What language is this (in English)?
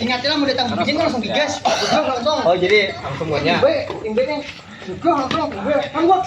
Banjar